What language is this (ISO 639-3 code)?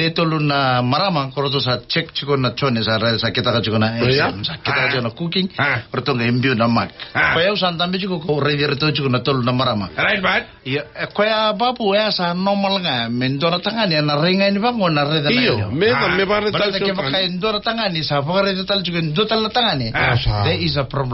fij